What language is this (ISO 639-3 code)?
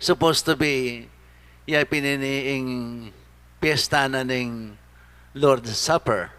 pam